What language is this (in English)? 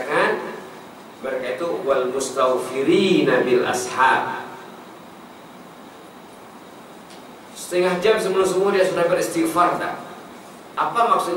Malay